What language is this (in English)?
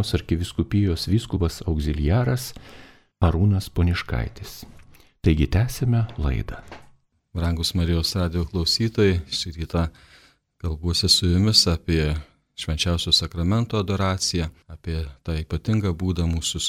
Lithuanian